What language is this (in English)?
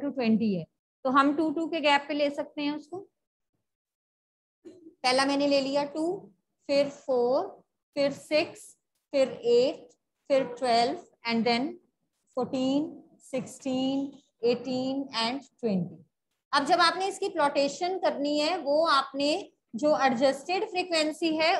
Hindi